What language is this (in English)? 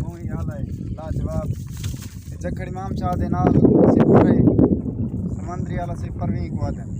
Saraiki